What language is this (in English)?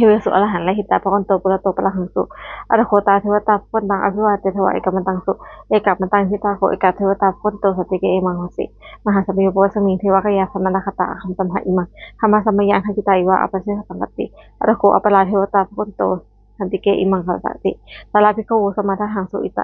Pali